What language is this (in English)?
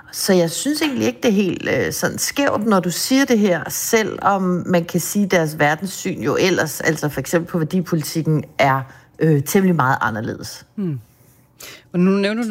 Danish